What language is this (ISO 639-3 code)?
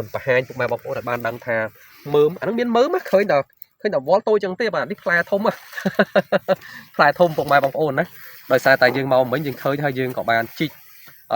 khm